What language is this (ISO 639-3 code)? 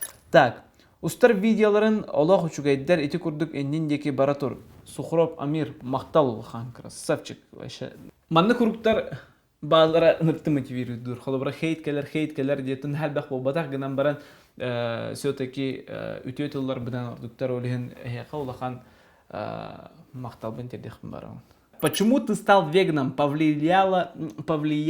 sah